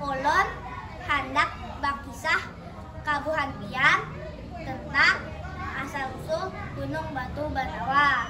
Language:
Banjar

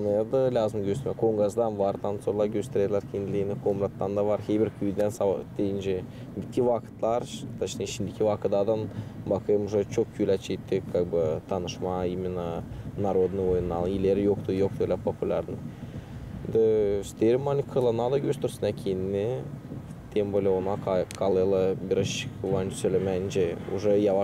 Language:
Gagauz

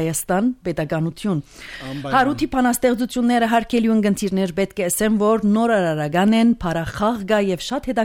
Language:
Armenian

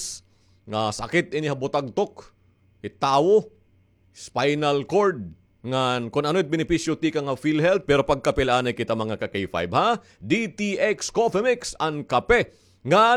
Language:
Waray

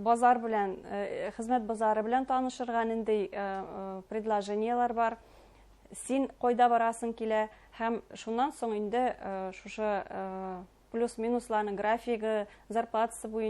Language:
Bashkir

